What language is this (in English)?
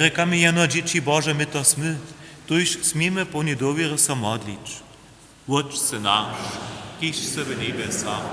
Upper Sorbian